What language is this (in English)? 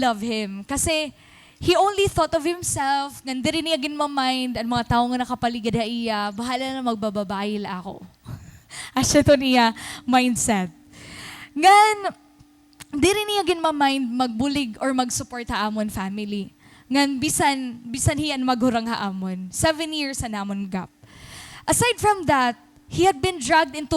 Waray